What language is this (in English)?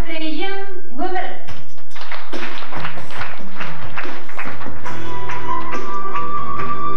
Kazakh